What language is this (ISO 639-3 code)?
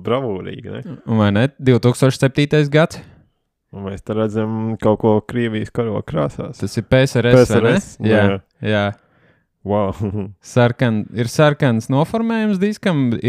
lav